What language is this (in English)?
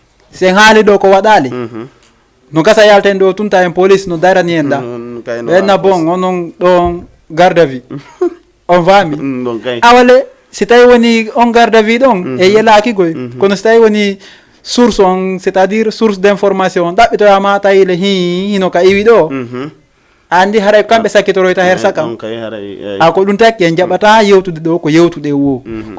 Fula